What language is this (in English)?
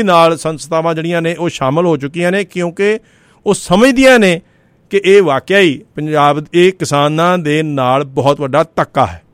Punjabi